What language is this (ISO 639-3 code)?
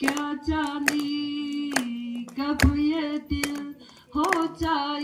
nmf